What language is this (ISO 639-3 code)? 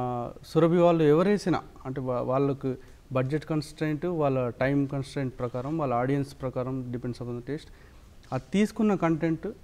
tel